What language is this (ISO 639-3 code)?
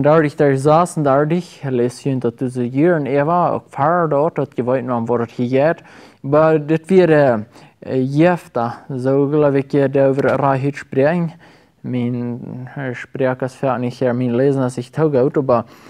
pdt